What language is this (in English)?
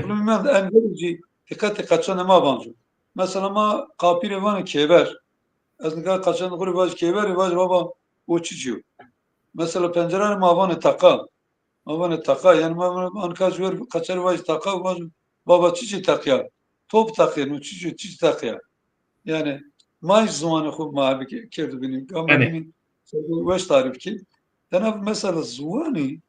Zaza